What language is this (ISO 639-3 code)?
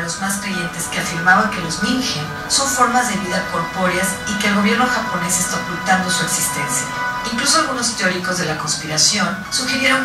spa